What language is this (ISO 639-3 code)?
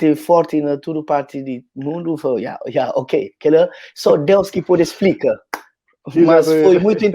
kea